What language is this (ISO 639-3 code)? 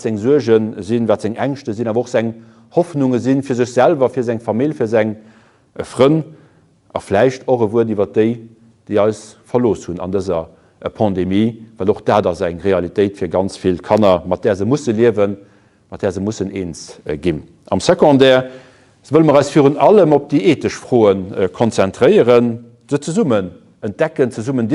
ltz